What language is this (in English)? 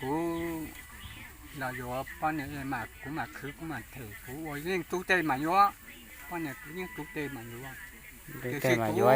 Hmong